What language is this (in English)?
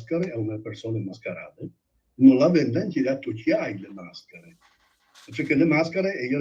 Friulian